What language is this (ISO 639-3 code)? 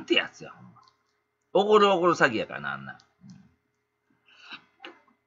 jpn